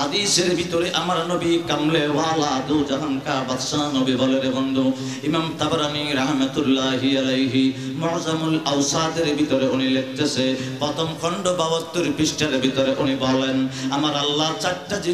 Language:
Bangla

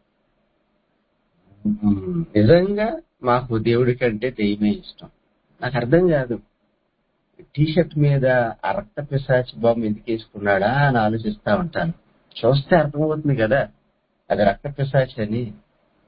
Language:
Telugu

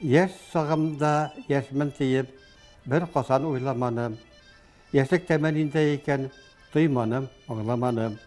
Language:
Bashkir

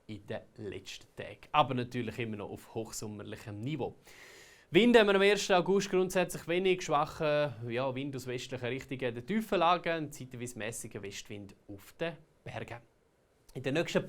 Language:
Swiss German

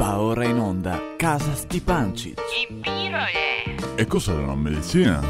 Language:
Venetian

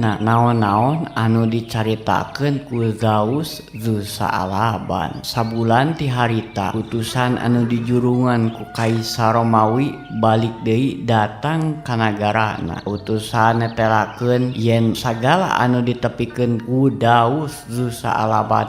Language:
Sundanese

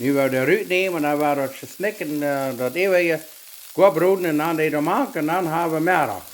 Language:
Plautdietsch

